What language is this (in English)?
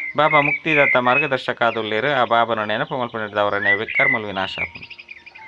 Tulu